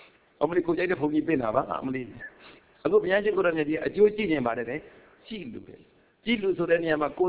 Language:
Burmese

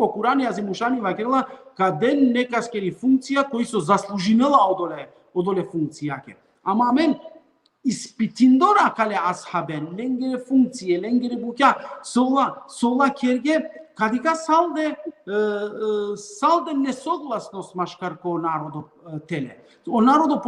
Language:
Balkan Romani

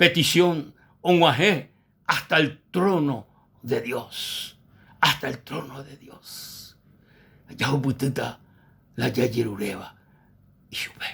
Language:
Guarani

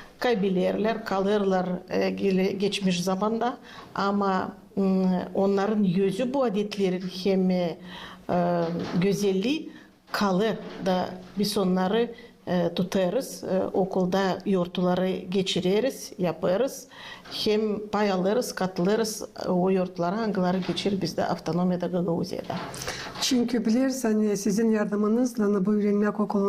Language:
Gagauz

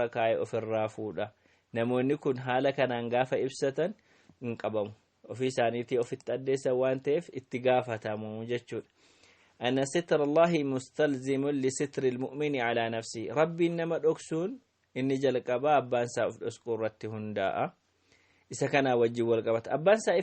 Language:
Oromo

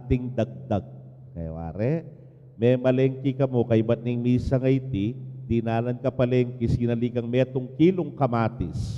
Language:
Pampanga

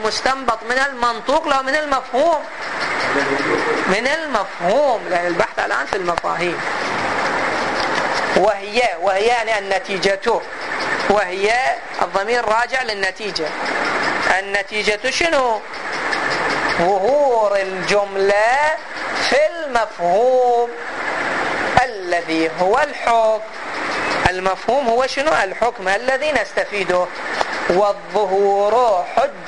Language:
Arabic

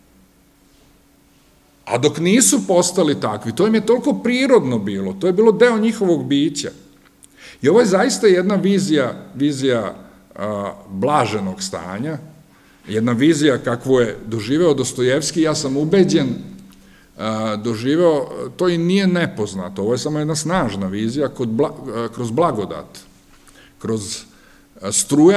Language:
Serbian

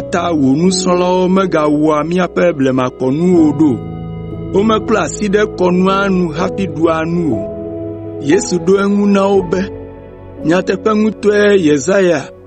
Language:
Ewe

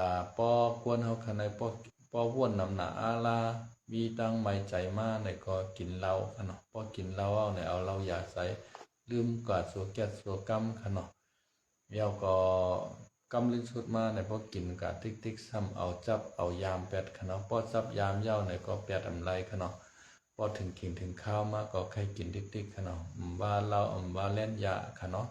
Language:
Shan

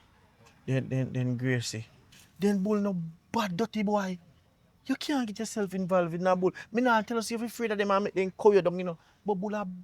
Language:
Jamaican Creole English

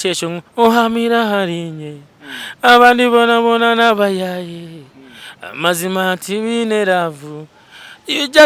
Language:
Nyankole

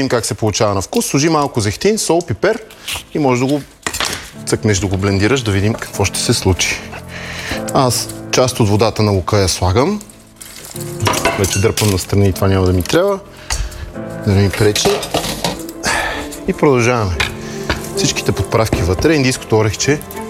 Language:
Bulgarian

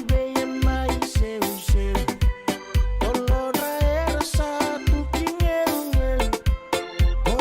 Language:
Fijian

